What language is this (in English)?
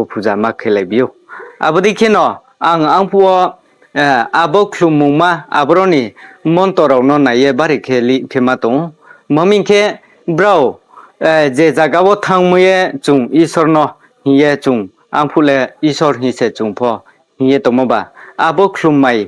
Riang (India)